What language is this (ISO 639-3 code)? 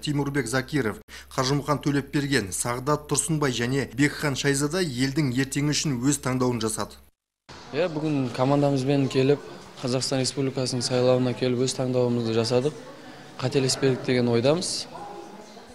kaz